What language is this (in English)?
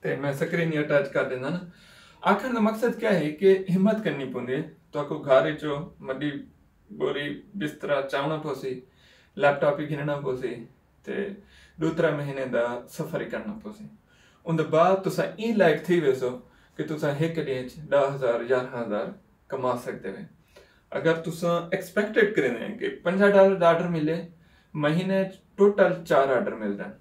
Saraiki